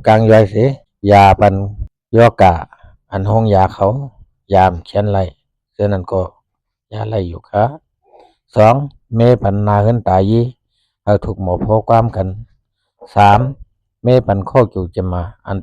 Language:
Shan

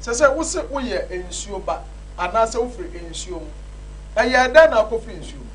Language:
Akan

